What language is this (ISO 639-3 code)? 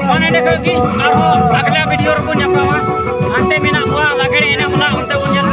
sat